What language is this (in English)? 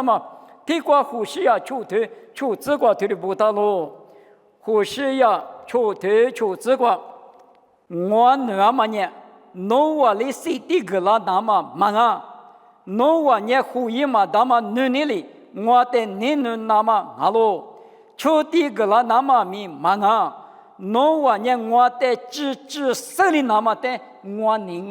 Lisu